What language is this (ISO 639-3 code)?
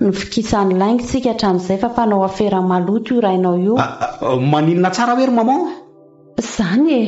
mlg